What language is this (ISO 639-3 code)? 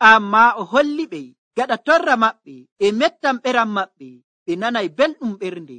fuv